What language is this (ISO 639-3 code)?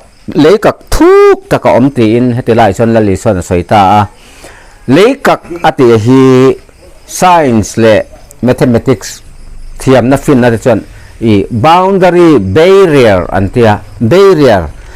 lus